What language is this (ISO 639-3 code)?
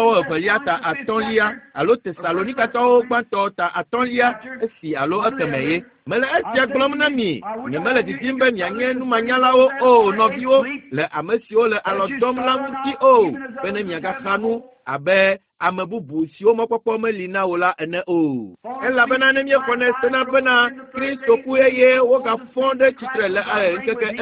ewe